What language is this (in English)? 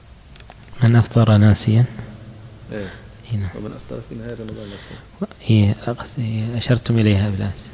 Arabic